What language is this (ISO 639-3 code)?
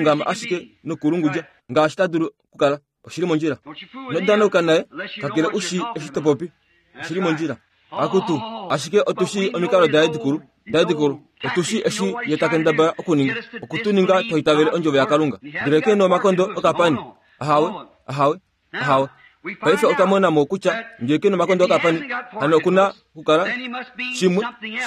kua